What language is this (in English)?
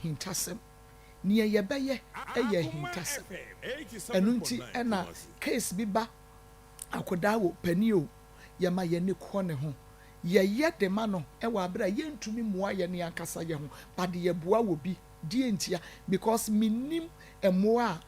Akan